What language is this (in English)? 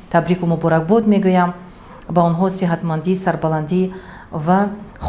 Tajik